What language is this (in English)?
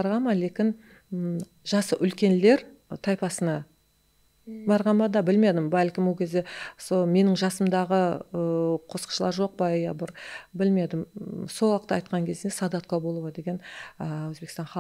Kara-Kalpak